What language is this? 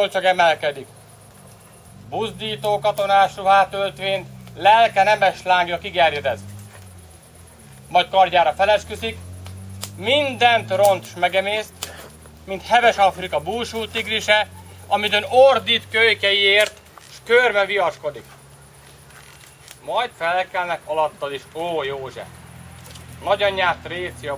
Hungarian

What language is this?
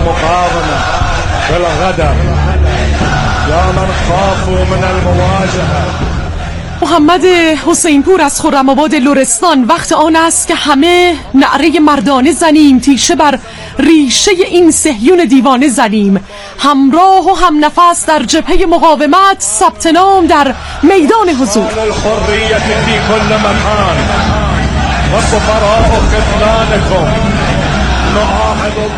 Persian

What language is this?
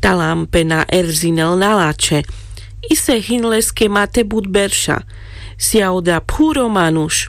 Carpathian Romani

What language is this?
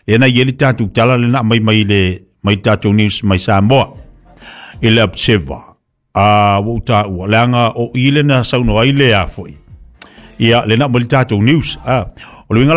Samoan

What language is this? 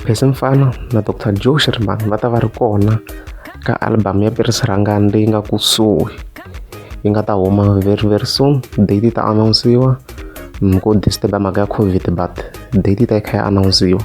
Tsonga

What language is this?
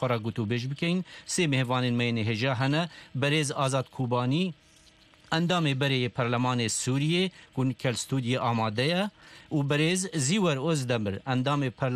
Kurdish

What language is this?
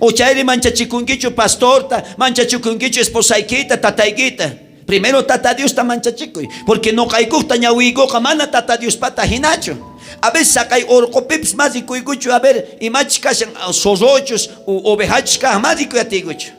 South Bolivian Quechua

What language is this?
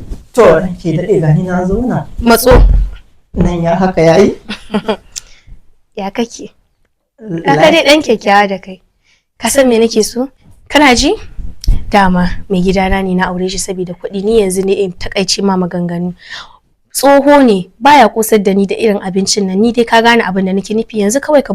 Hausa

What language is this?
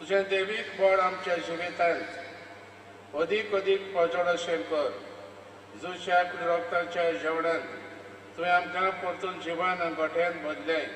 Konkani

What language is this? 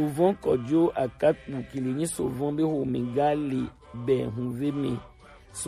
Gen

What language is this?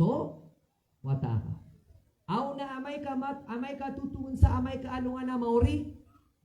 Maranao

